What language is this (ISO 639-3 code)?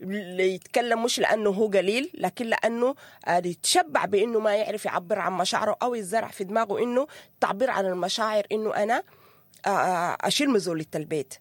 apd